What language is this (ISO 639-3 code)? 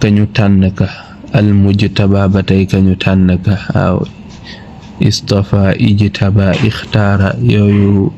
wol